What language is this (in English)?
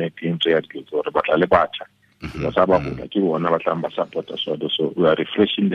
Tswana